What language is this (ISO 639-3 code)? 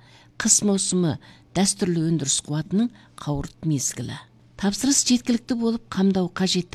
kaz